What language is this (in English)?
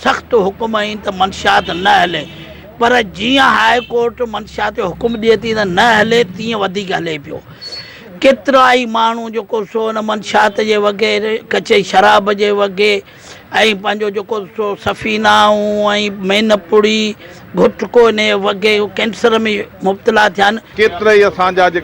Sindhi